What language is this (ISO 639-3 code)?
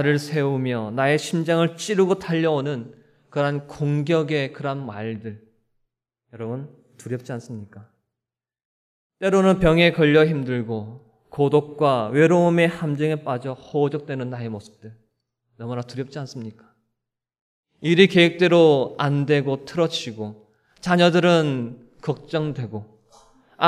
kor